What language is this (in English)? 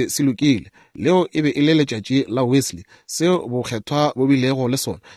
Northern Sotho